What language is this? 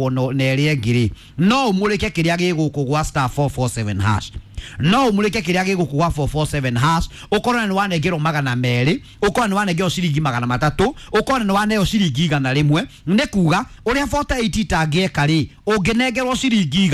Kikuyu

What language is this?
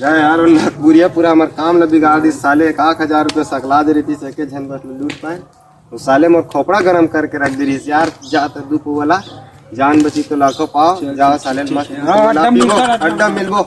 Chhattisgarhi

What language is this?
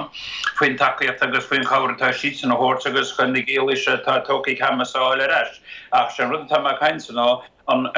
Irish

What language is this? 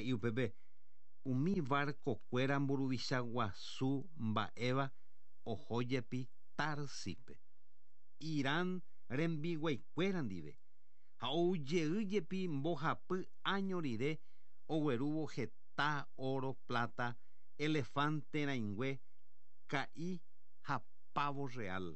Guarani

